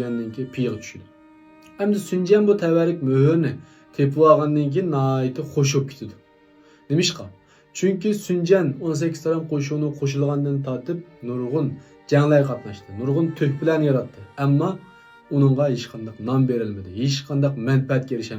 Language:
Uyghur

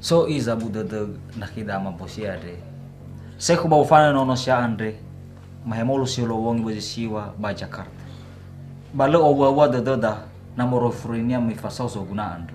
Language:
Nias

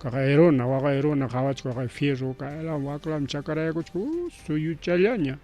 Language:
Ayacucho Quechua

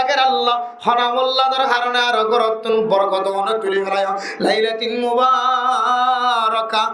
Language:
Rohingya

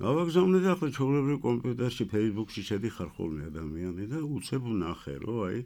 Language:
Georgian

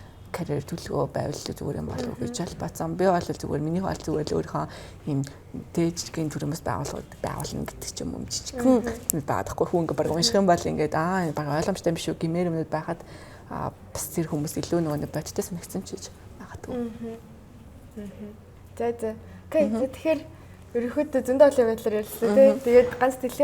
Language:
Mongolian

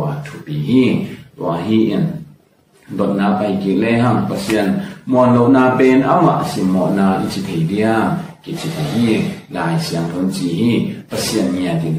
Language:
Tedim Chin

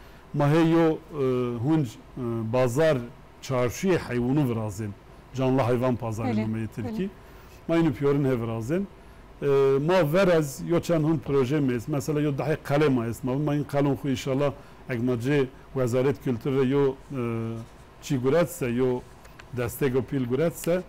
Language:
Zaza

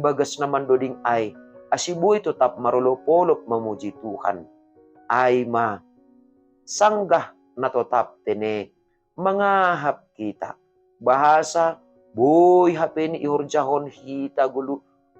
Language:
Batak Simalungun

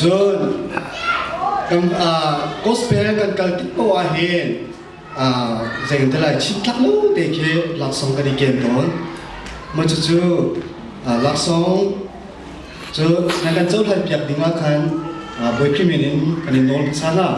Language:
Hakha Chin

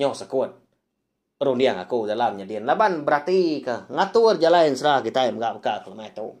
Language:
Iban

